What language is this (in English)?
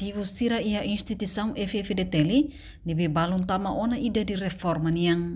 Tetum